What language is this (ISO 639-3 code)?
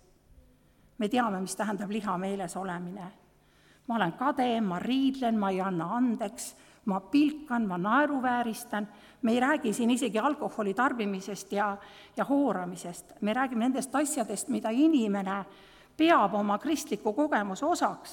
est